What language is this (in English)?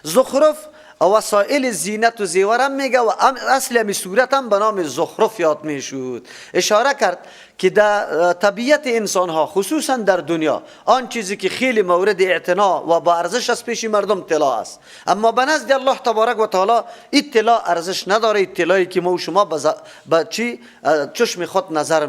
Persian